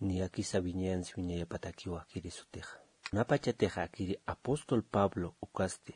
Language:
Aymara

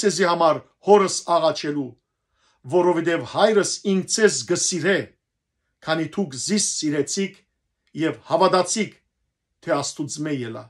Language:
Western Armenian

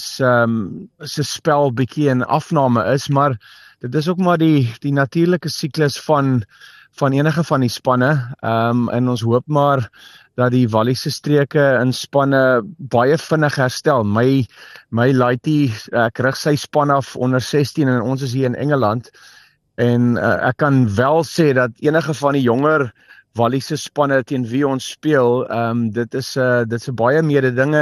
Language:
Afrikaans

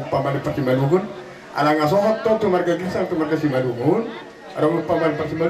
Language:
Batak Toba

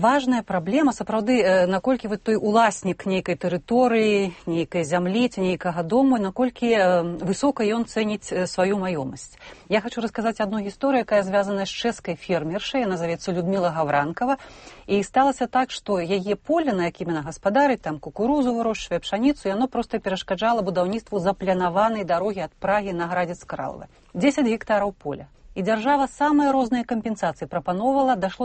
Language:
Belarusian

